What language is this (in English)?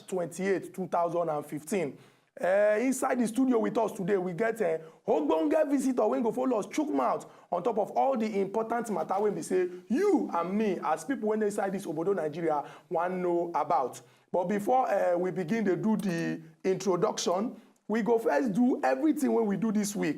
Nigerian Pidgin